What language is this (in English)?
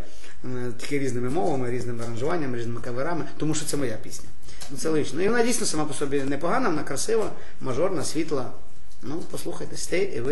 Ukrainian